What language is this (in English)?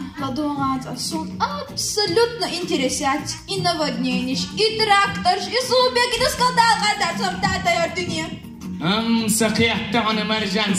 Chechen